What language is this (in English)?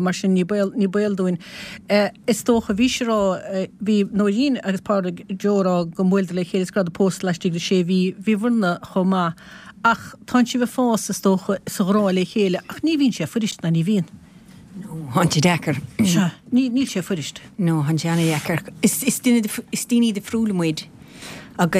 Irish